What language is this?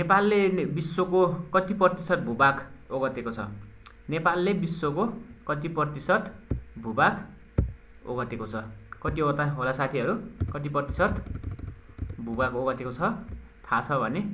Nepali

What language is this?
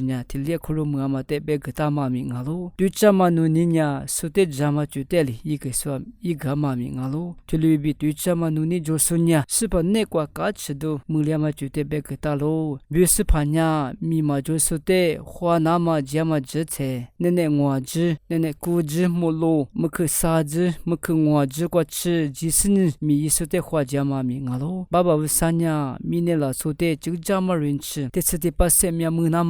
Lisu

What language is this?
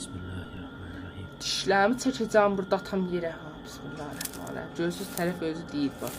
South Azerbaijani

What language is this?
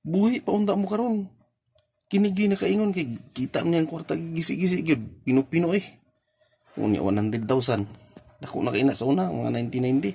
Cebuano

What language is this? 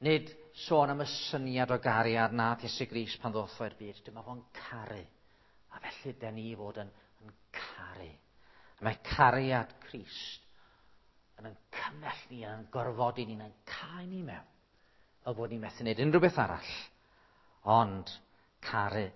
Welsh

